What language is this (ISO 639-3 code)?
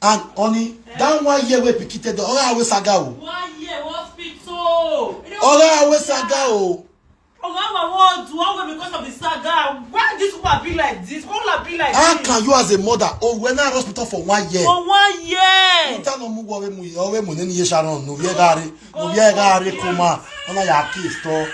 pcm